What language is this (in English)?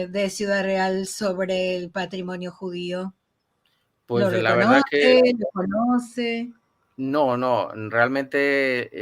Ladino